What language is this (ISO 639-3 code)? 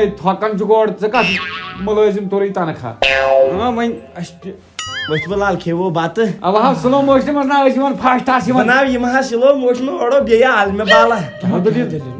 kas